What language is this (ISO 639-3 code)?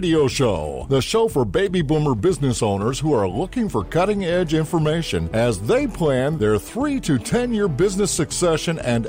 eng